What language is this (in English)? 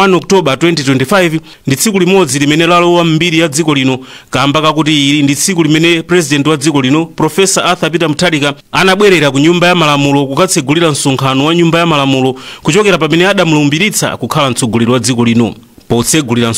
Nyanja